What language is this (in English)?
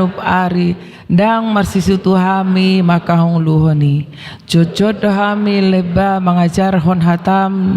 Batak Toba